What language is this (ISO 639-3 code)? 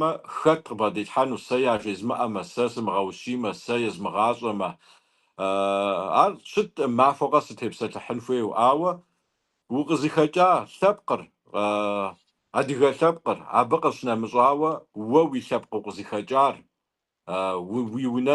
kbd